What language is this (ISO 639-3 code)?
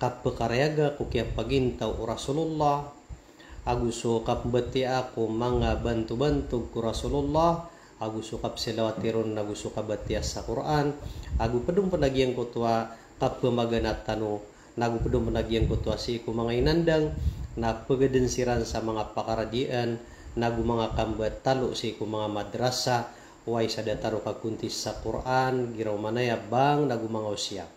mrw